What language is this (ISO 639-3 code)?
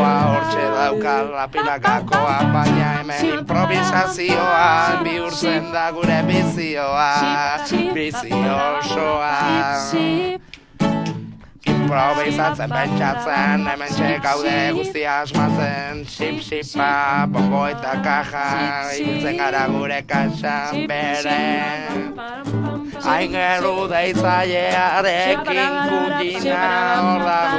eus